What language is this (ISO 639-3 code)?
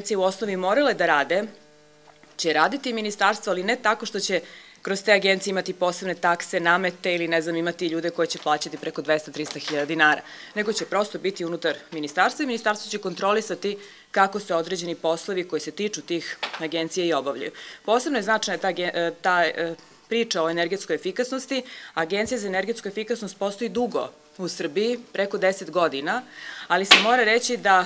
srp